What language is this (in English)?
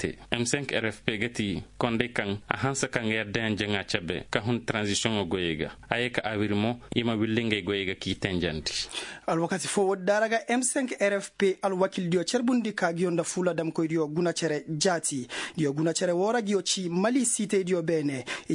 Koyraboro Senni